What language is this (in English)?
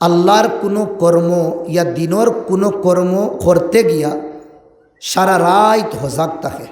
Sylheti